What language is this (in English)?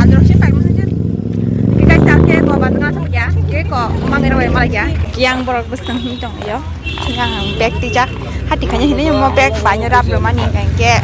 Kok Borok